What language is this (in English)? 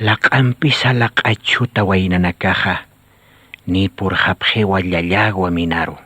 Aymara